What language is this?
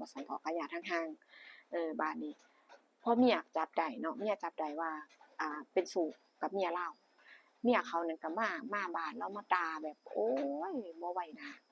Northeastern Thai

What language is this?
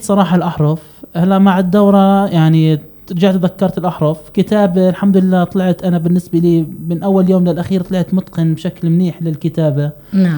North Levantine Arabic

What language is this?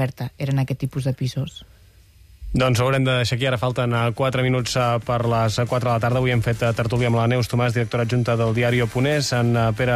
Catalan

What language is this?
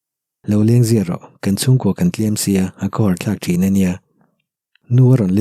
Mizo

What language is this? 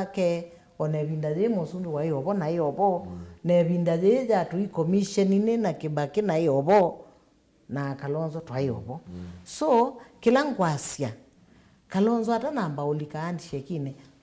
Kamba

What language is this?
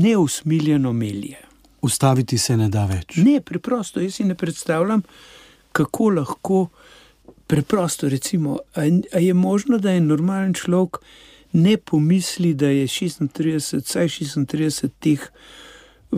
Slovenian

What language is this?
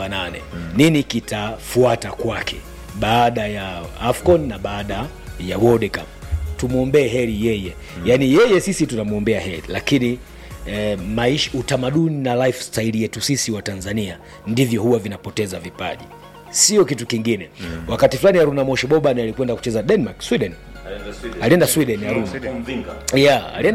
Swahili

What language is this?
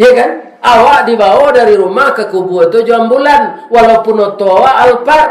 Minangkabau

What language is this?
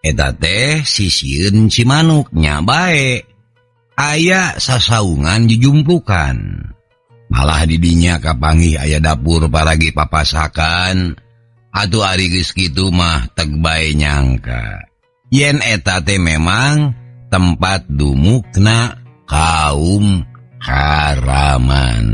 Sundanese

